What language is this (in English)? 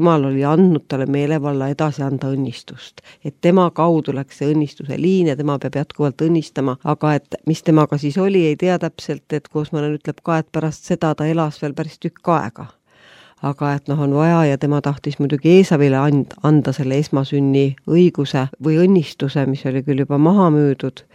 Estonian